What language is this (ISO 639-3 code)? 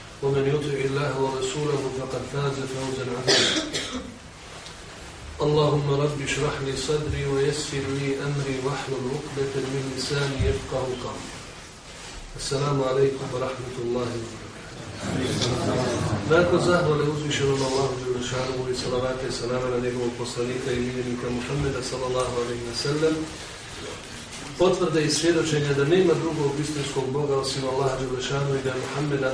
bos